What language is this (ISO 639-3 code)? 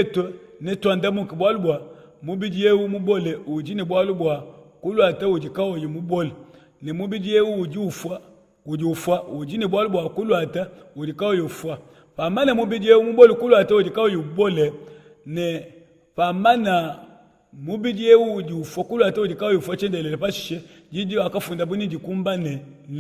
lua